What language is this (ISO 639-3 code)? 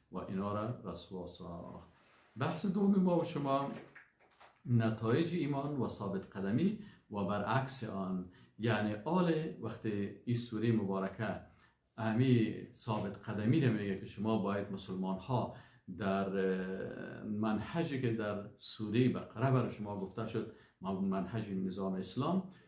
fas